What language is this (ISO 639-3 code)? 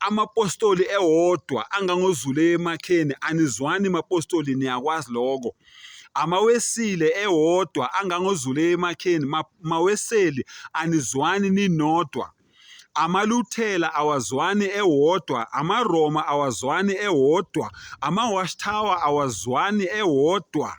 zul